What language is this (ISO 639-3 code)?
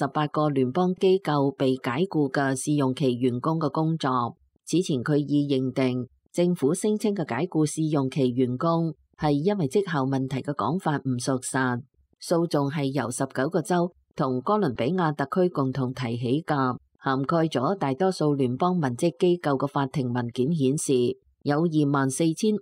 yue